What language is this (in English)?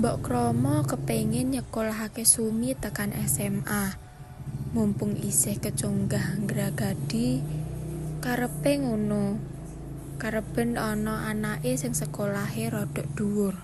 Javanese